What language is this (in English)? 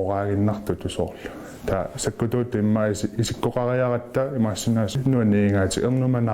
Kalaallisut